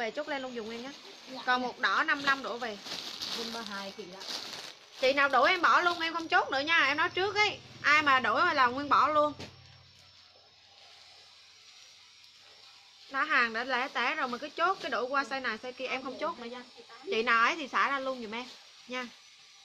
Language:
Vietnamese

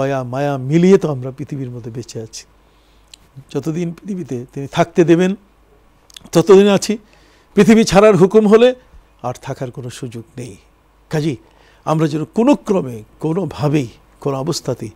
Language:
Bangla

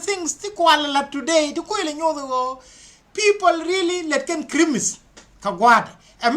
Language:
Nuer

